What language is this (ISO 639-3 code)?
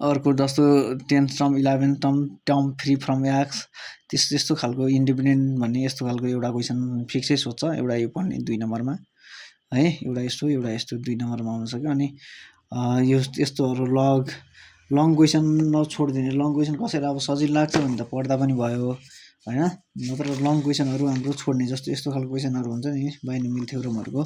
nep